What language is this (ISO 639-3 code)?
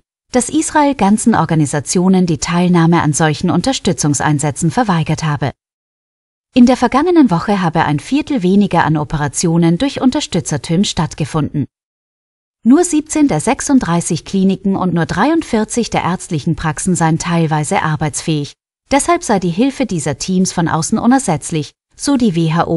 deu